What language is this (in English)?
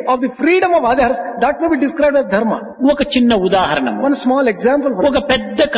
Telugu